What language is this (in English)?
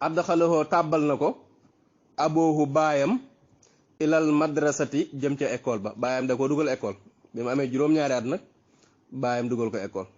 Wolof